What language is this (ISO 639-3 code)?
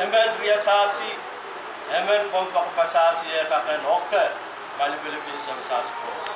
pon